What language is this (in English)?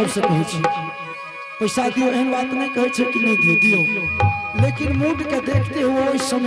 Angika